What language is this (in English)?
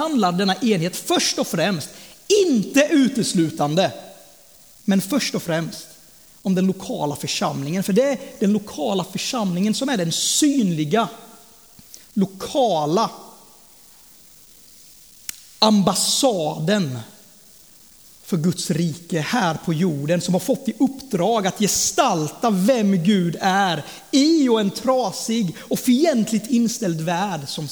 Swedish